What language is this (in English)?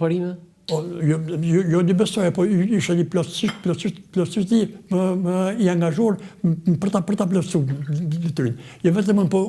Albanian